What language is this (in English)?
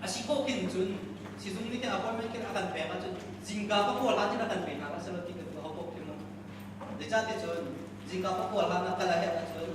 Hakha Chin